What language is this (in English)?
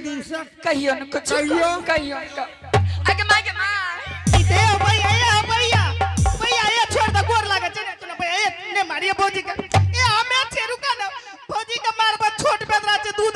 Angika